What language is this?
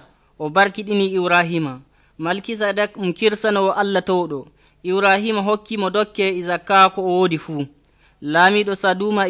Nigerian Fulfulde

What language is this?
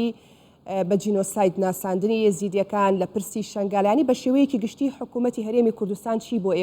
Central Kurdish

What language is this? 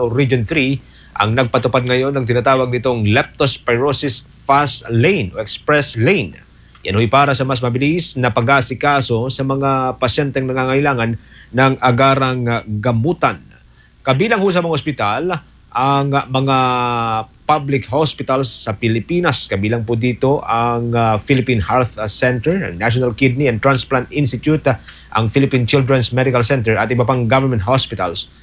Filipino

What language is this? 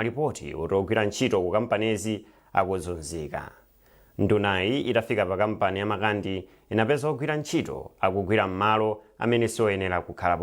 Nyanja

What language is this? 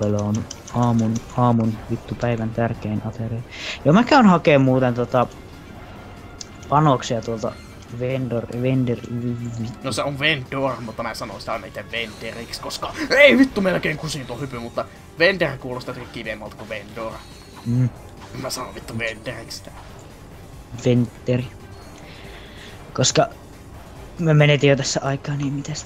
Finnish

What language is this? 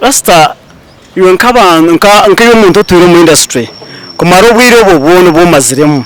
Nyankole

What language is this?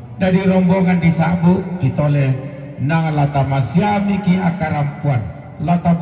Toraja-Sa'dan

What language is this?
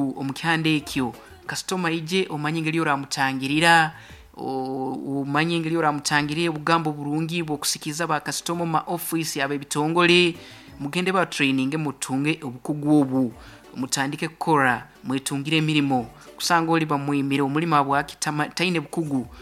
Nyoro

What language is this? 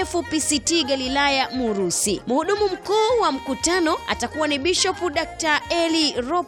Swahili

